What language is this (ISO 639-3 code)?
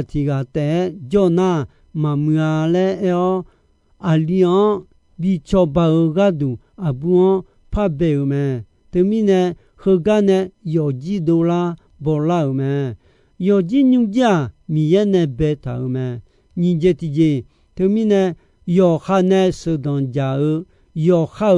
ahk